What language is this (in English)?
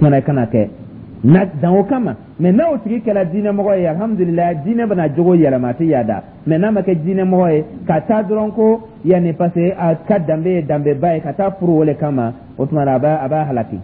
Dyula